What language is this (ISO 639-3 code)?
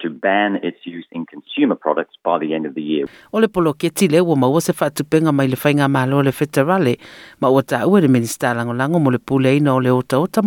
smo